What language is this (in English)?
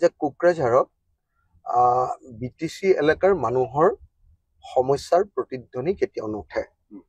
Assamese